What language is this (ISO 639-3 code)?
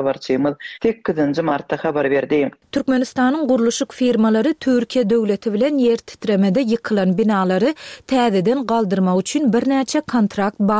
tuk